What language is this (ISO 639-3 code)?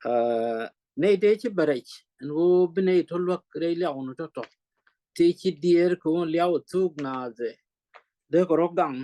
nus